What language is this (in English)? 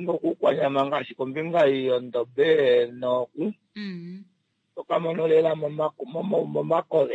Kuanyama